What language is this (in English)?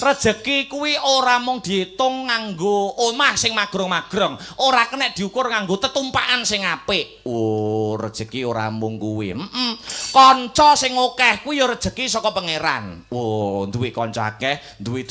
Javanese